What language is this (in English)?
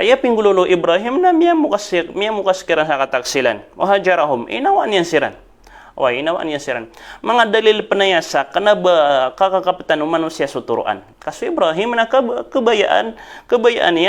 Maranao